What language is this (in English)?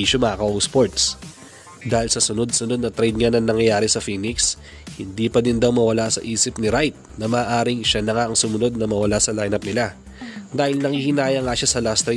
Filipino